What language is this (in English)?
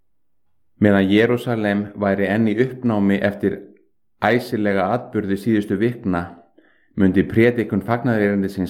Icelandic